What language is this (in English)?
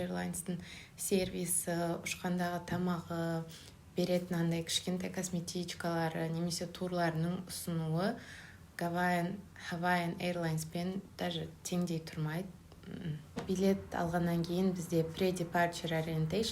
Kazakh